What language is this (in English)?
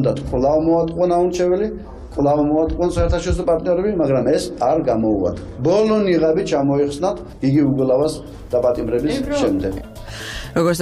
Georgian